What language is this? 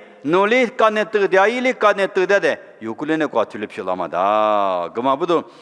Lisu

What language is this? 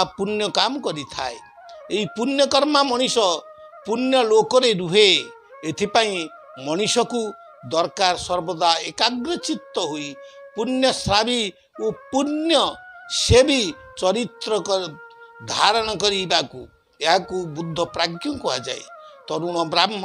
Odia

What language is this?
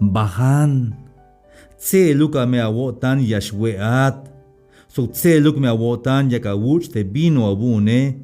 Tzeltal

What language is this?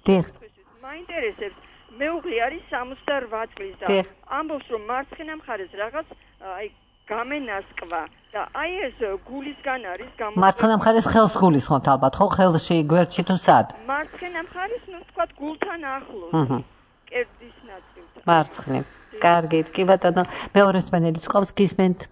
Georgian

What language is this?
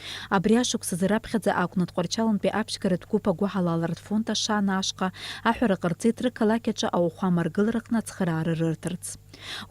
Abkhazian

